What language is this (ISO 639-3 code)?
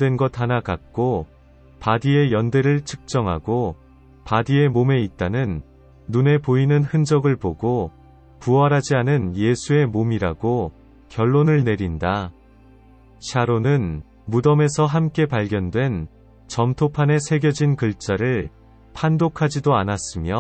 kor